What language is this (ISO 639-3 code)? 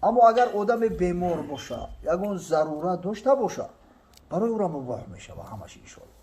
tgk